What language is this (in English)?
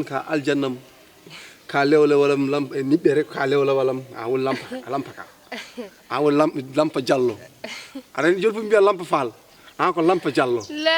Fula